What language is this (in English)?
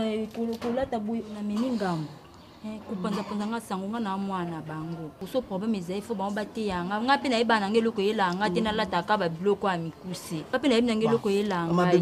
Lingala